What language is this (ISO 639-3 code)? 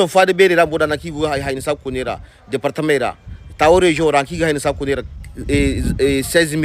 hau